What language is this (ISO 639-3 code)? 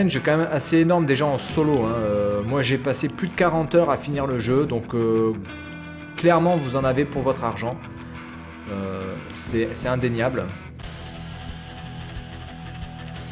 fra